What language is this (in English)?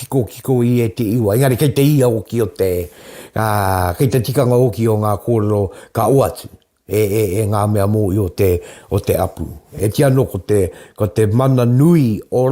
Māori